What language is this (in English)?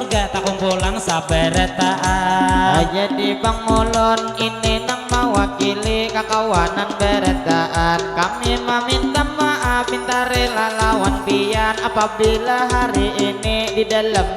Banjar